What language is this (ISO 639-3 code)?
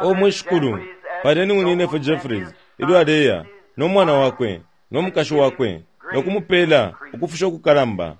bem